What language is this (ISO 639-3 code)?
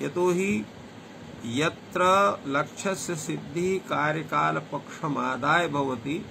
san